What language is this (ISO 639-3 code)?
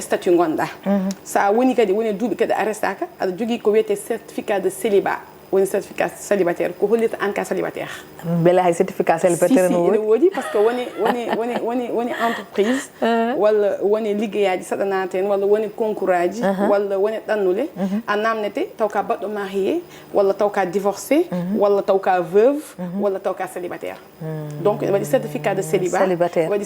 ful